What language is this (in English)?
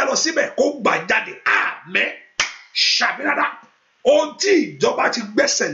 Yoruba